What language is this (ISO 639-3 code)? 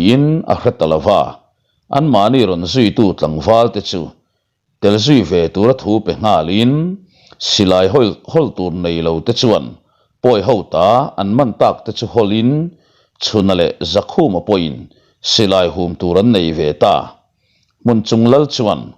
lus